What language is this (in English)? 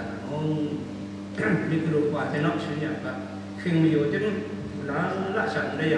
Kachin